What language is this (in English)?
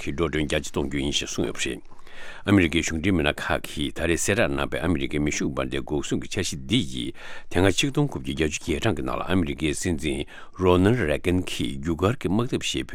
Tibetan